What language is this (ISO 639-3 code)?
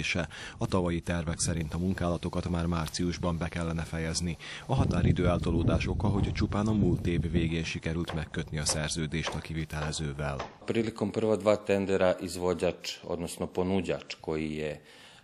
hun